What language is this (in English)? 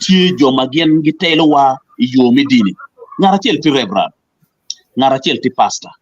Acoli